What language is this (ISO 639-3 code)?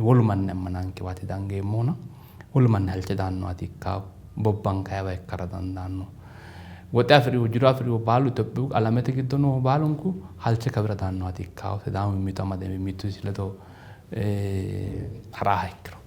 sid